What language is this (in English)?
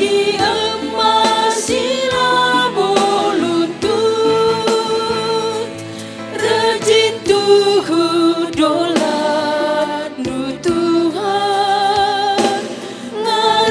Batak Karo